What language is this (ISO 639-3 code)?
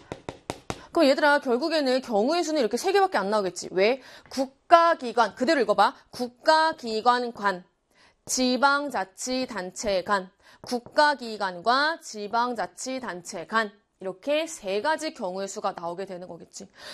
kor